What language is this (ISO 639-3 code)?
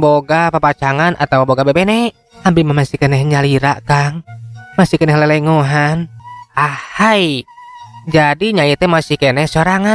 sun